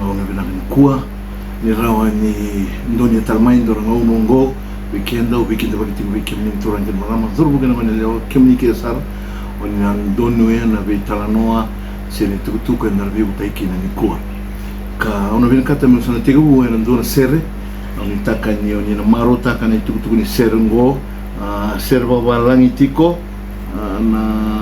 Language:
Fijian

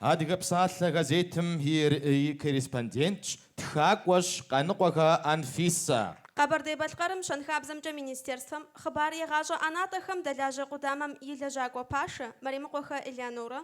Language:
Kabardian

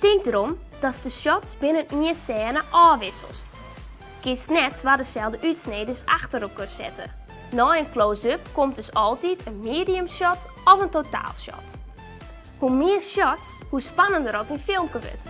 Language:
Western Frisian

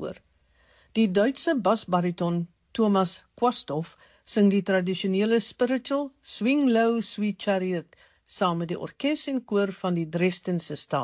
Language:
Afrikaans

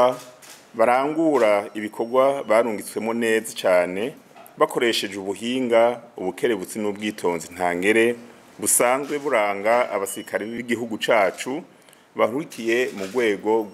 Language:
Rundi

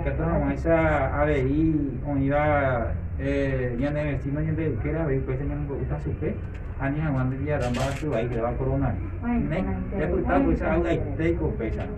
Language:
Guarani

